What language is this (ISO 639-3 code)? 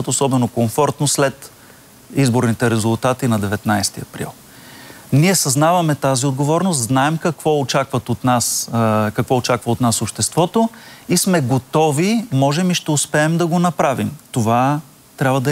bul